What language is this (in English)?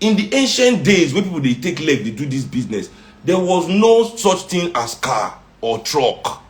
Nigerian Pidgin